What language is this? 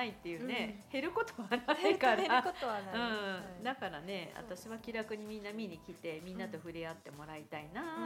Japanese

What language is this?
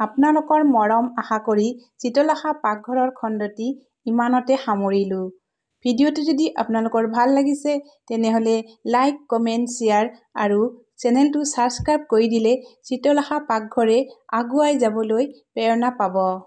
Assamese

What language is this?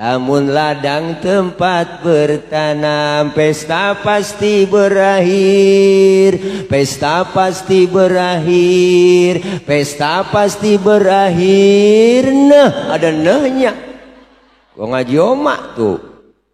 Betawi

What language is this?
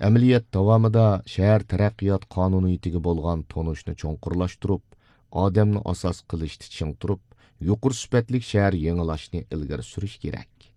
Uyghur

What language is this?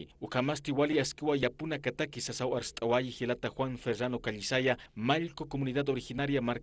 Aymara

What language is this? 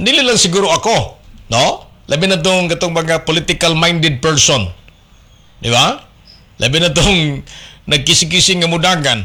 Cebuano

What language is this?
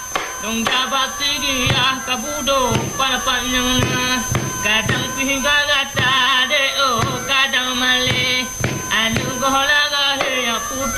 Achinese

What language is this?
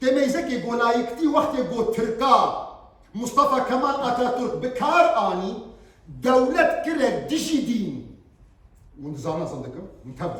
Kurdish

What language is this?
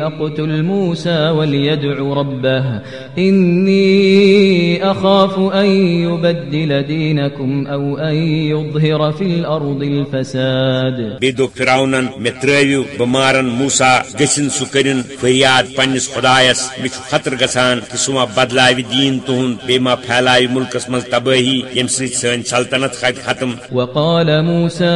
Kashmiri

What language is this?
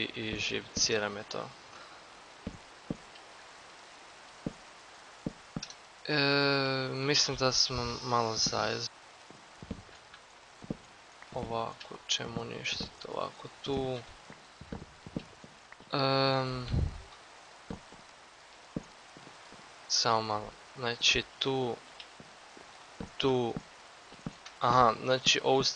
Croatian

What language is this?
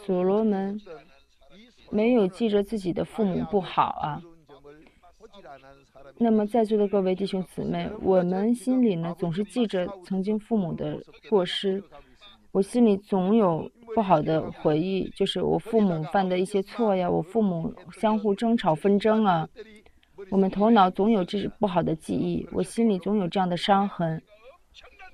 Chinese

